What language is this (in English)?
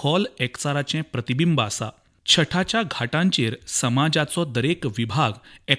Konkani